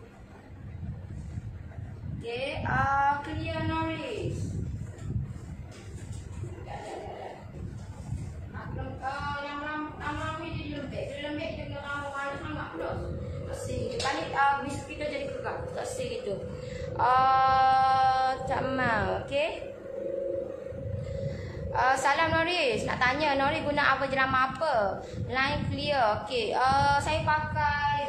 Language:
Malay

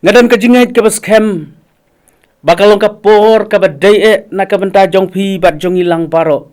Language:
Khasi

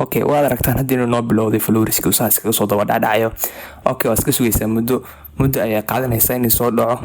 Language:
Somali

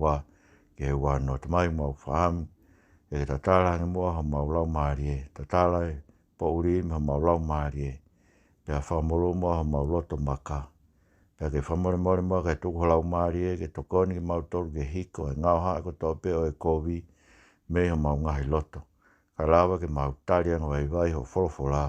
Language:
Tongan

